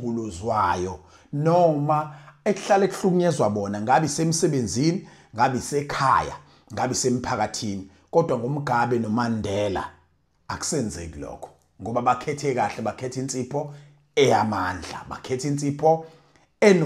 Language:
Zulu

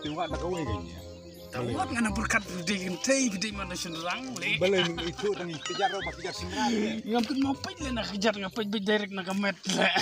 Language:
Khasi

